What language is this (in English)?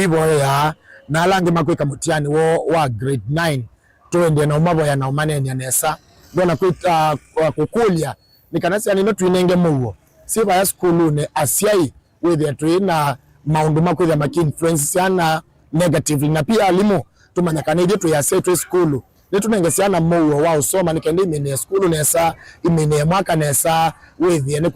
Kamba